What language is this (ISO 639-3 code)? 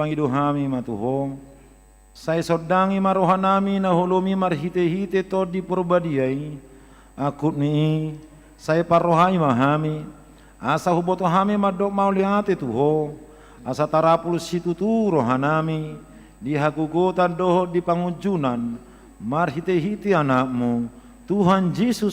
bbc